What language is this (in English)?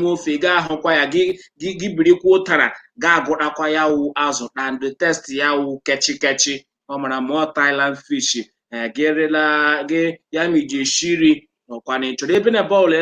Igbo